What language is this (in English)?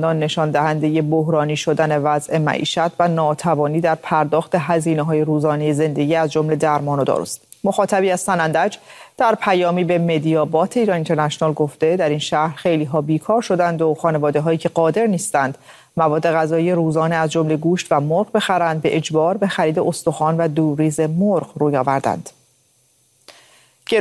Persian